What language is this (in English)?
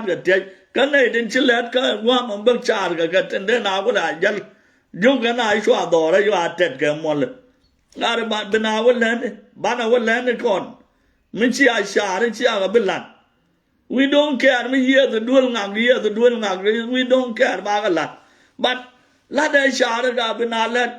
Nuer